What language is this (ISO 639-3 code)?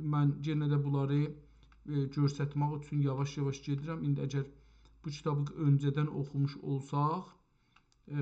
azb